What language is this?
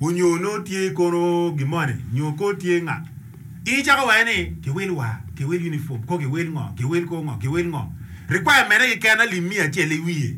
Acoli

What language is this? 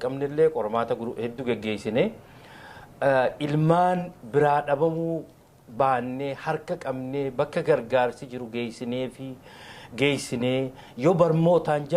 Oromo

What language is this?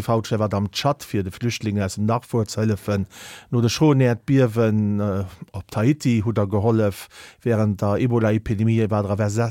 Luxembourgish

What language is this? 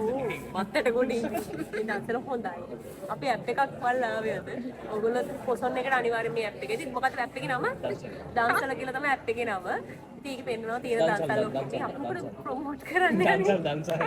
Sinhala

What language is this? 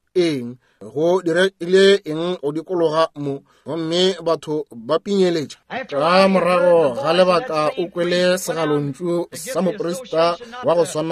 Northern Sotho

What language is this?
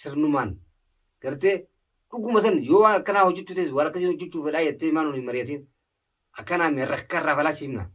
Oromo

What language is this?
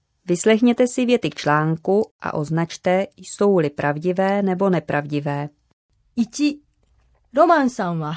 Slovenian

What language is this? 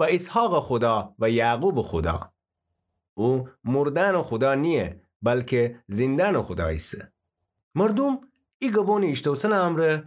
Gilaki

